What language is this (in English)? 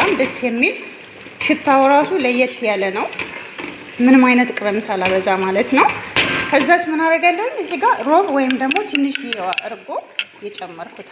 Amharic